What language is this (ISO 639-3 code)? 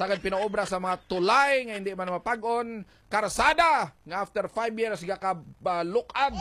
hil